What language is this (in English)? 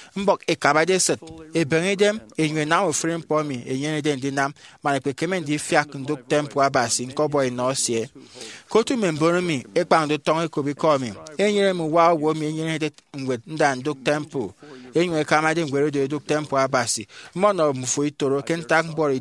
Efik